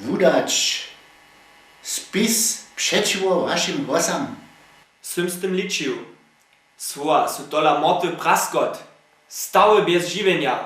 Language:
Upper Sorbian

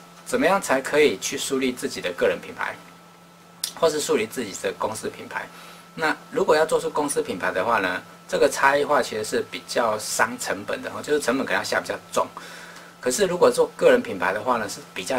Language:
Chinese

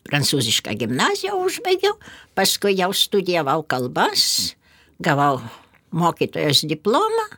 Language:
Lithuanian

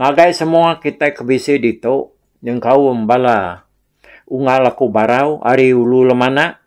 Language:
Iban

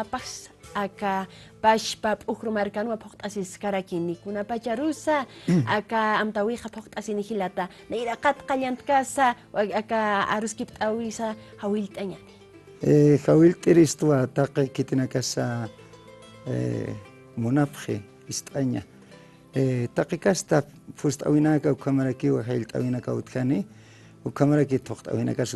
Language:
Aymara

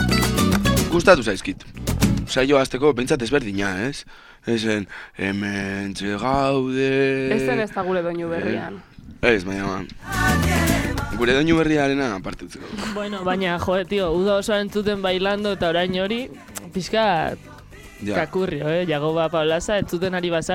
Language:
Basque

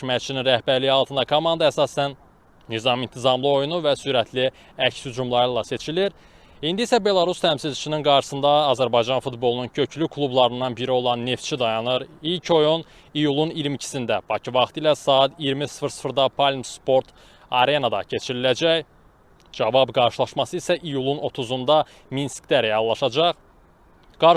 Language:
Azerbaijani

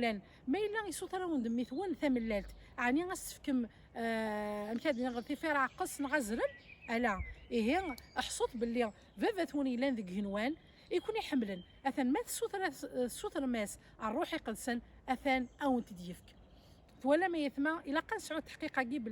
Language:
Kabyle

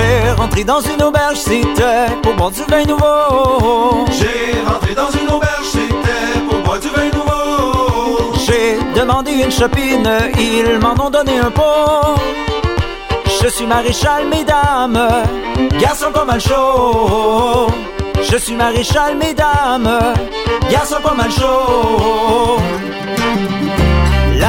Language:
French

